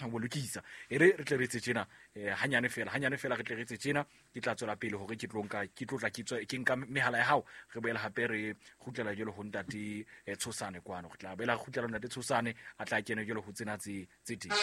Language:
Southern Sotho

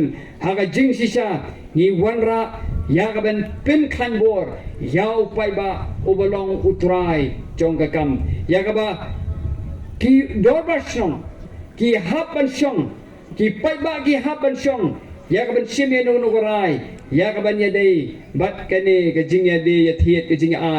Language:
Khasi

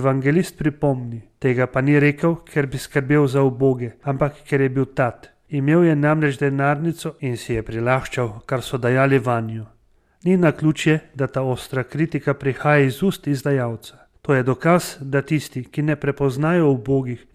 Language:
Slovenian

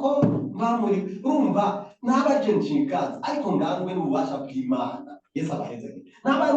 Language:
Rundi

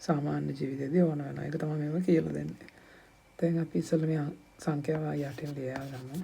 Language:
Sinhala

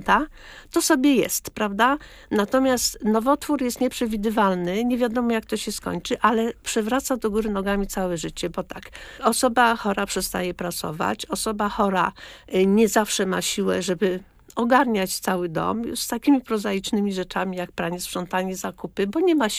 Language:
Polish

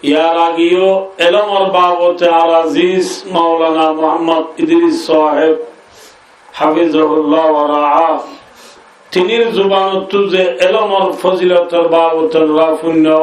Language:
Rohingya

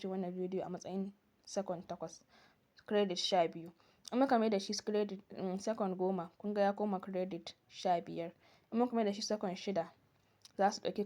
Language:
Hausa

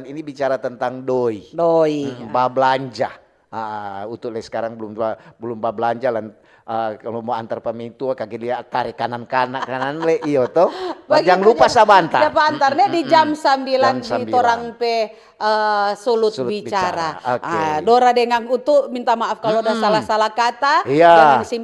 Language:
Manado Malay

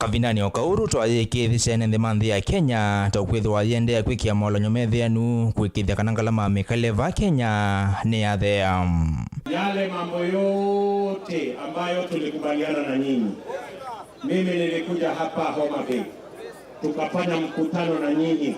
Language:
Kamba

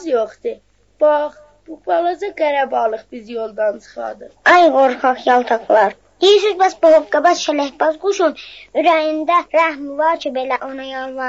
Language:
South Azerbaijani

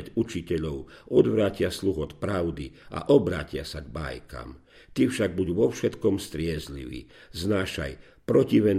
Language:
Slovak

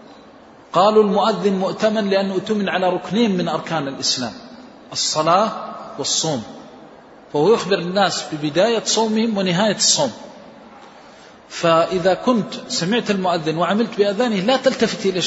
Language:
Arabic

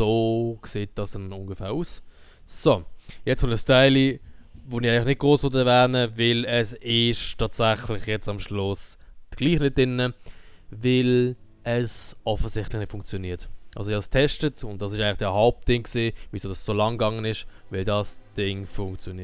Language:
Swiss German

